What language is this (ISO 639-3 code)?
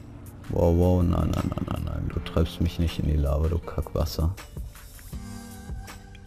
deu